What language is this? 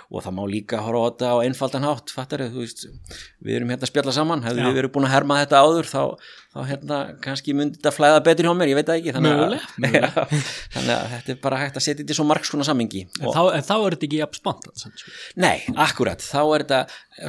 Icelandic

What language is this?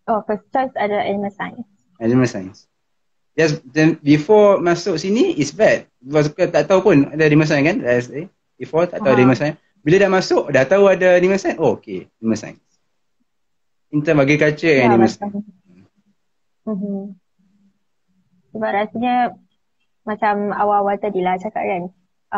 Malay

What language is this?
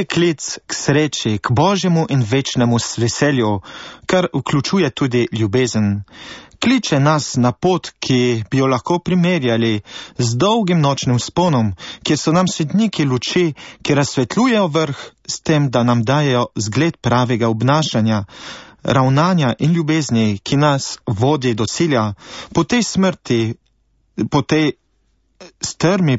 Slovenian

